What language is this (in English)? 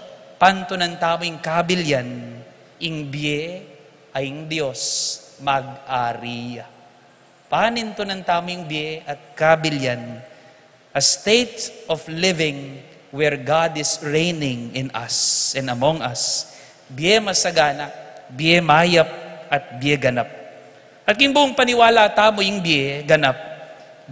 Pampanga